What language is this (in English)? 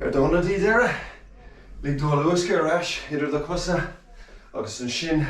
Irish